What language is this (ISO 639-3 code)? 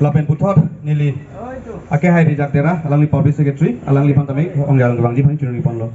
mjw